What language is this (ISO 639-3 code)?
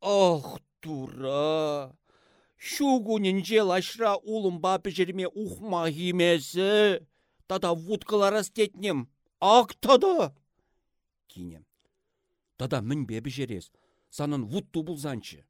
chv